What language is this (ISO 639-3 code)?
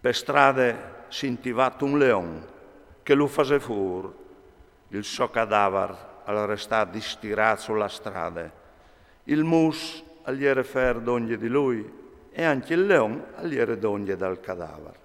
fur